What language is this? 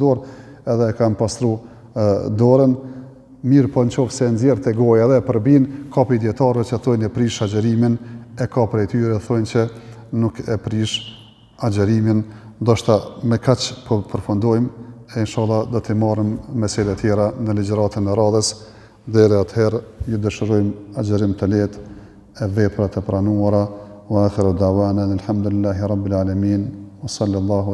Albanian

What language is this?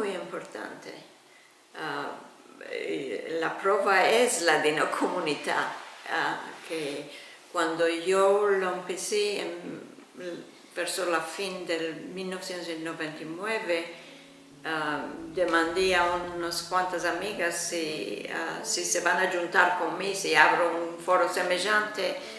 Ladino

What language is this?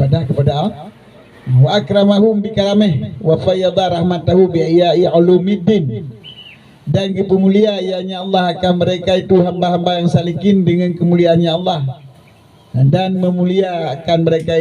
Achinese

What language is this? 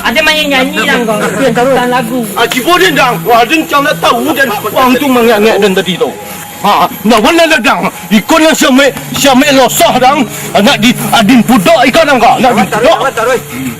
Minangkabau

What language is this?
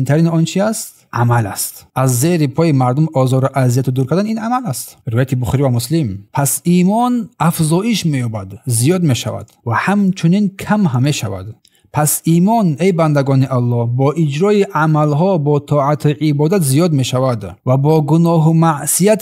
Tajik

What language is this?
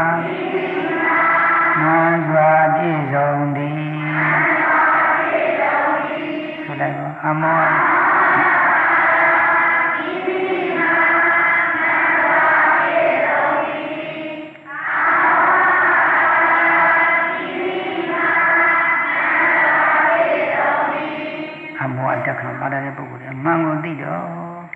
Burmese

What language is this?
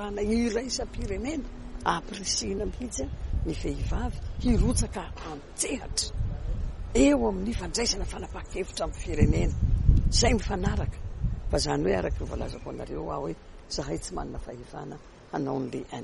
Malagasy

